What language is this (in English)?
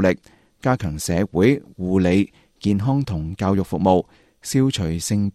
Cantonese